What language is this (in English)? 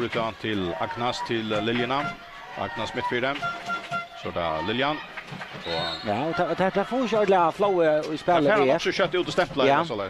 Faroese